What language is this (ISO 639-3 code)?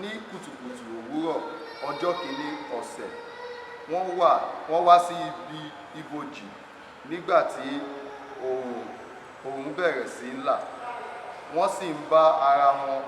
yor